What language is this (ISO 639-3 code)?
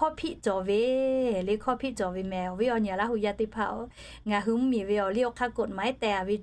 lhu